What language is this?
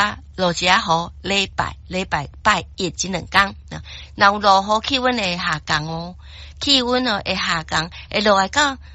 Min Nan Chinese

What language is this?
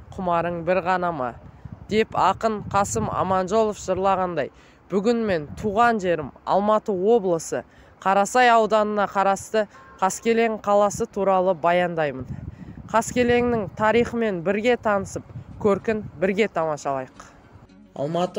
Kazakh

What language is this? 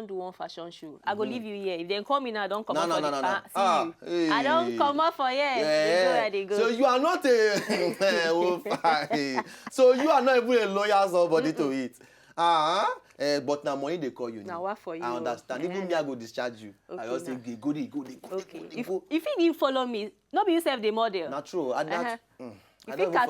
Nigerian Pidgin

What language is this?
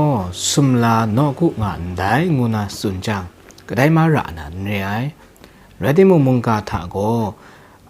Kachin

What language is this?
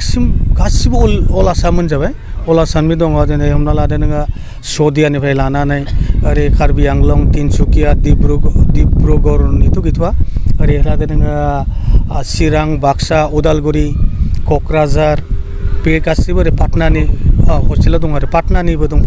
Bodo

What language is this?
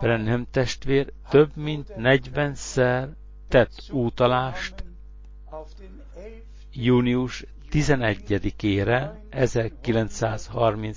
Hungarian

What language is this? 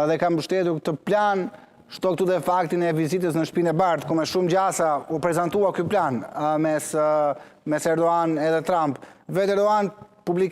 Albanian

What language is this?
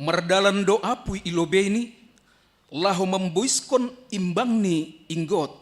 Batak Simalungun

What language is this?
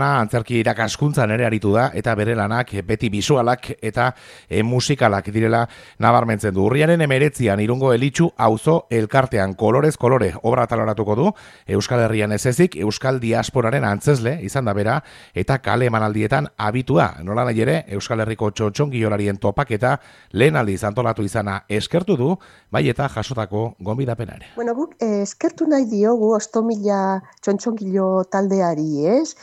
Basque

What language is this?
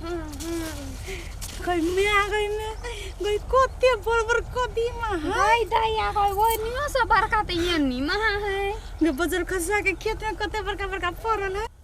Maithili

